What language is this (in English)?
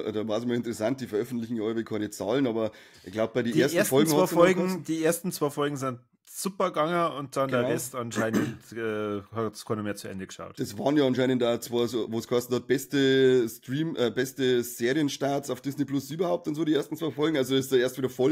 Bavarian